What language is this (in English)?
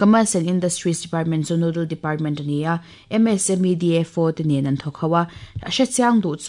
Mizo